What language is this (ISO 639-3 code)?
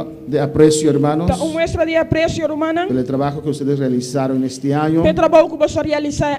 pap